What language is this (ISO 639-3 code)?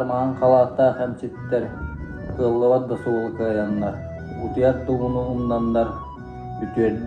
sah